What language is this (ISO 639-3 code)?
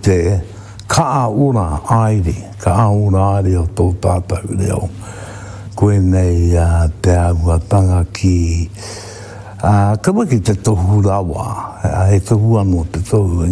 mri